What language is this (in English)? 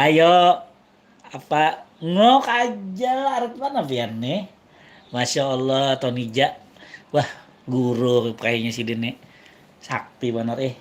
Banjar